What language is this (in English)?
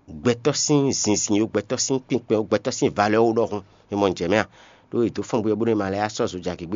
Fon